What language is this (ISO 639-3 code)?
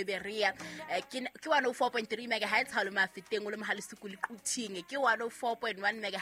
sot